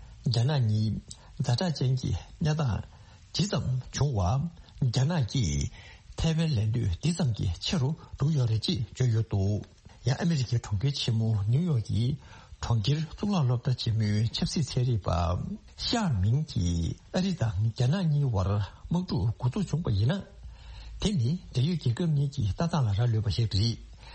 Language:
Tibetan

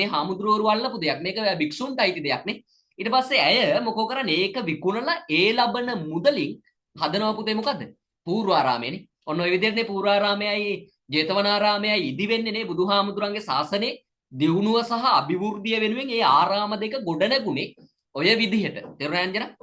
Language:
Sinhala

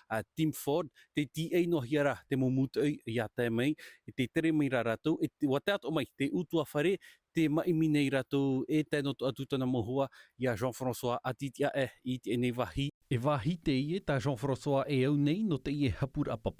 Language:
Tahitian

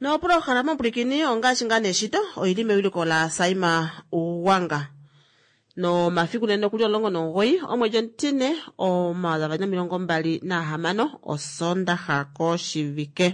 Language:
Kuanyama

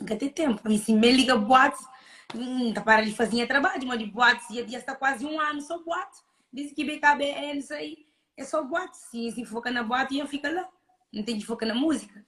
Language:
Kabuverdianu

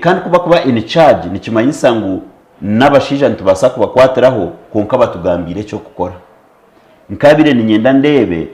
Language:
Nyankole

